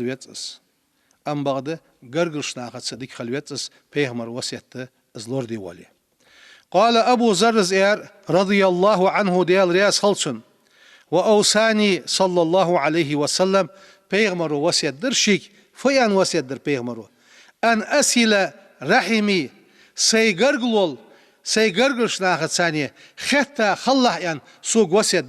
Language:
Ingush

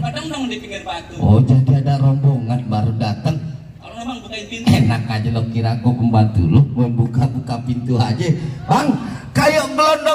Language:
Betawi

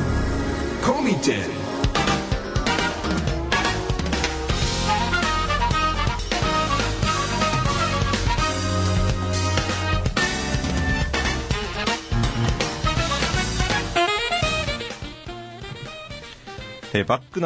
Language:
Japanese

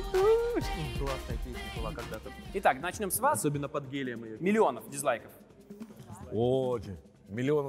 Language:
Russian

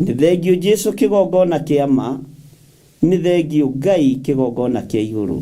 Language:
Kikuyu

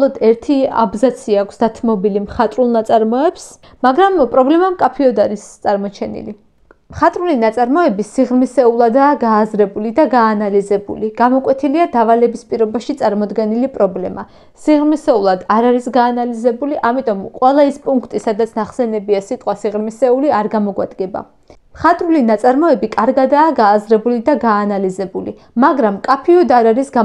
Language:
Georgian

